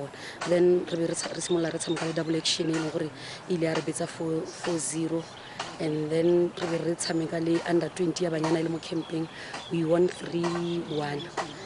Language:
Tswana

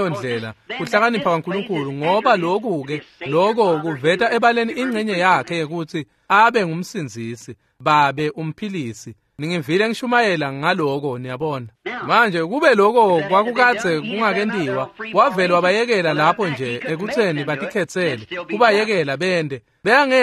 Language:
Swati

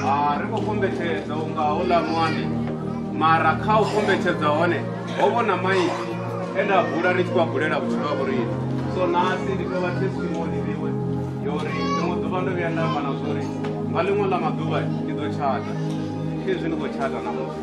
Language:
Venda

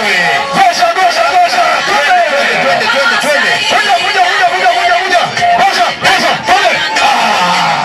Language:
Meru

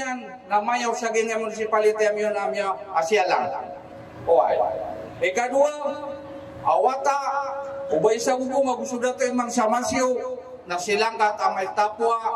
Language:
Maranao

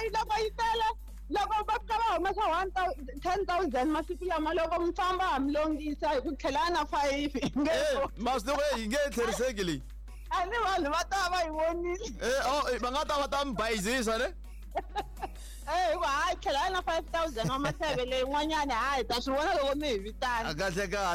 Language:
Tsonga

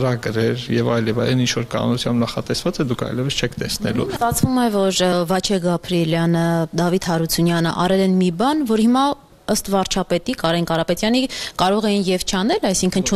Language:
Armenian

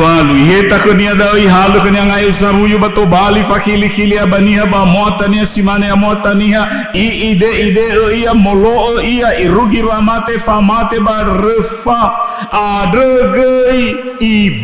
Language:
Nias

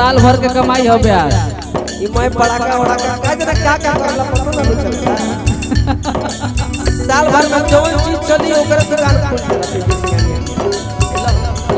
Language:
Bhojpuri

